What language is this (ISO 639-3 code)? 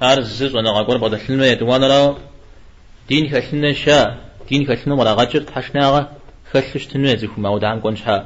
kbd